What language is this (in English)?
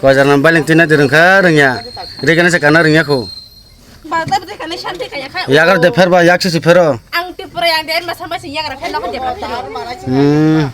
Kok Borok